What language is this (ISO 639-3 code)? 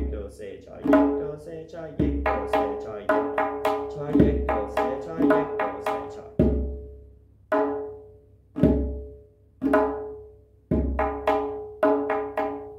fas